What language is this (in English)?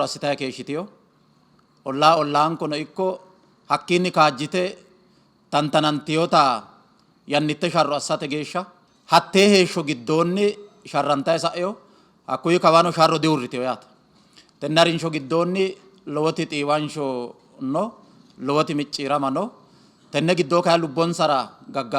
Sidamo